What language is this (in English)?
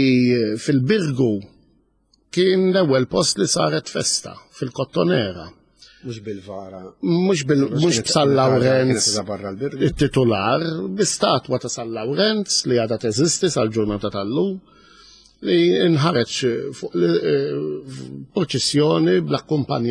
Maltese